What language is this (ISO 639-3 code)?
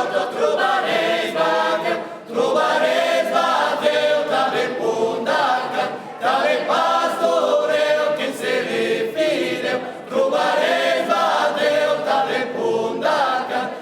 oci